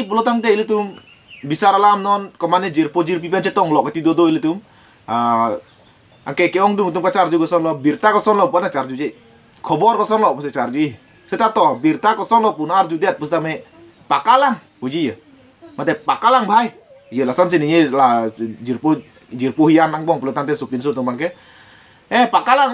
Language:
Karbi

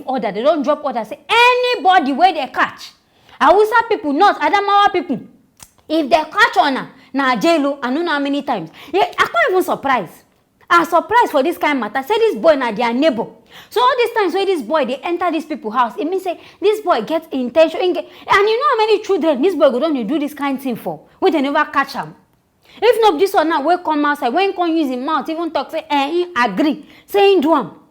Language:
Nigerian Pidgin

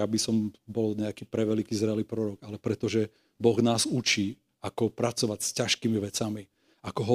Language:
Slovak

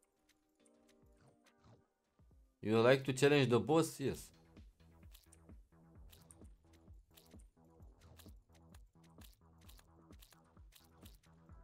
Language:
Romanian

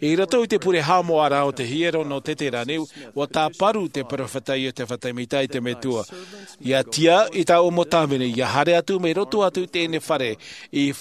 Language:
Tahitian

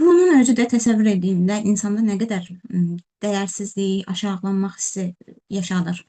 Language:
Azerbaijani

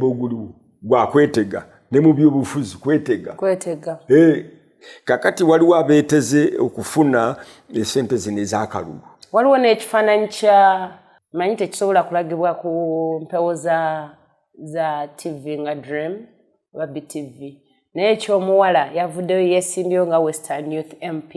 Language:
Ganda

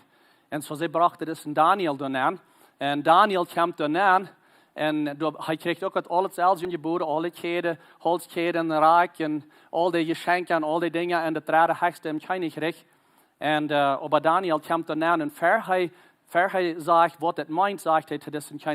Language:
Plautdietsch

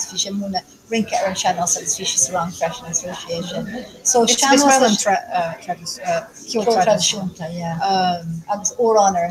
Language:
Irish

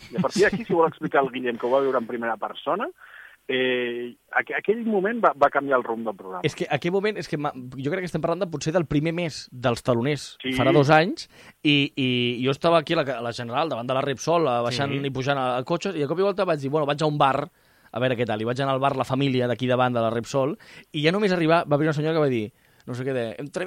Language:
Catalan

